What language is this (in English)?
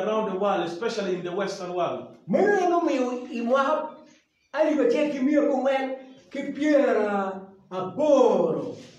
Acoli